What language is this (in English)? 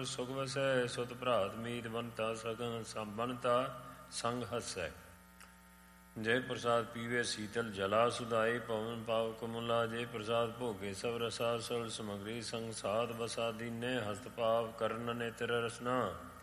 Punjabi